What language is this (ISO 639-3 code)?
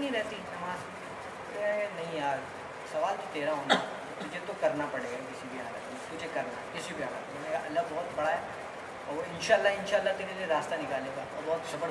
urd